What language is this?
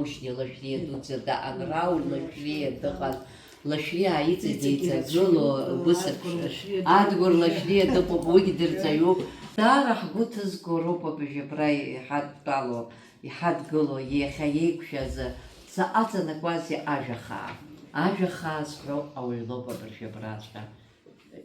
Abkhazian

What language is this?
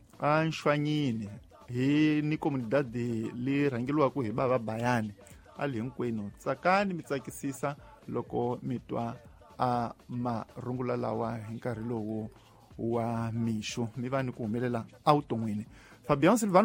Tsonga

